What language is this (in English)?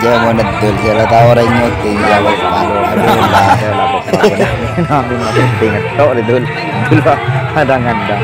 Madurese